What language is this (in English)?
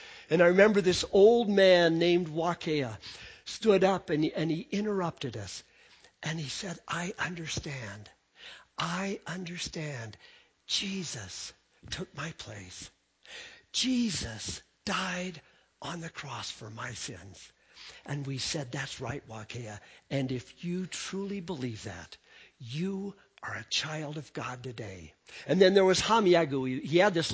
English